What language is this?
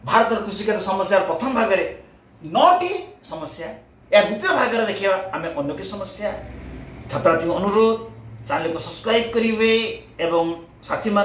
Odia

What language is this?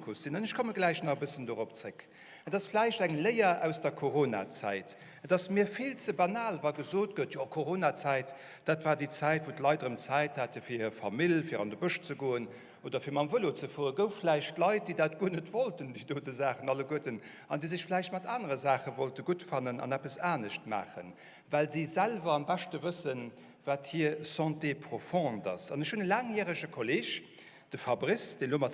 Luxembourgish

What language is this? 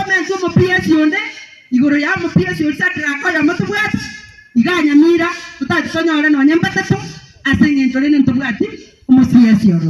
Gusii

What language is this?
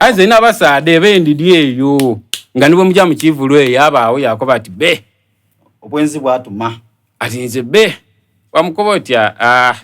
Soga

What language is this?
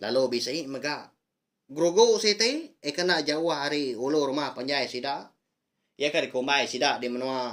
Iban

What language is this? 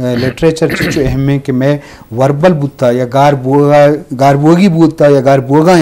Eastern Balochi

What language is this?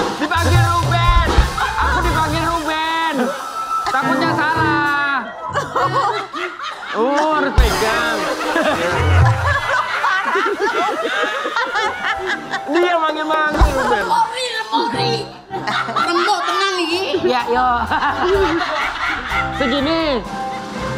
Indonesian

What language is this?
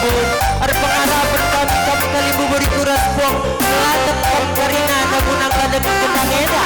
Batak Karo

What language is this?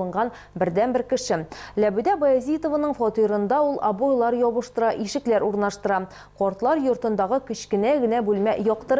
Tatar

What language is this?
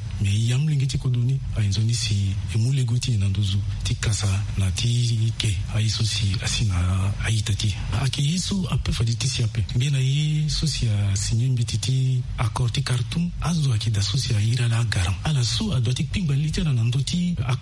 Sango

